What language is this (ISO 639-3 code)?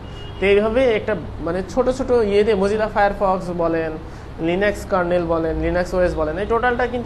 ben